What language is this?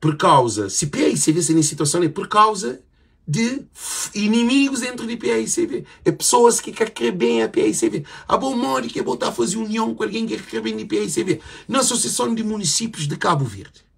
Kabuverdianu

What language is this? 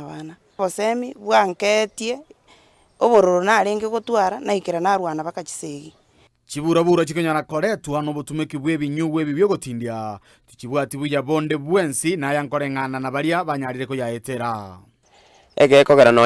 Gusii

